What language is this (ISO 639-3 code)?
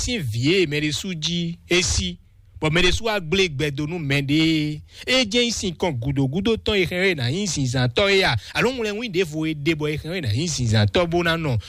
fon